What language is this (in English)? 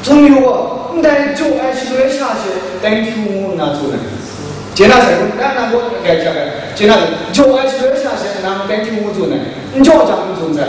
Kachin